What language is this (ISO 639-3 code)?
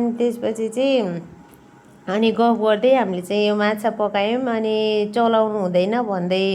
nep